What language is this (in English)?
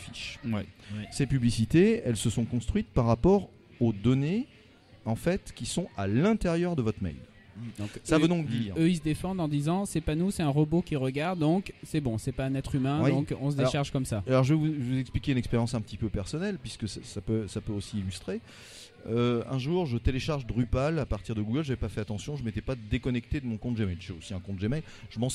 French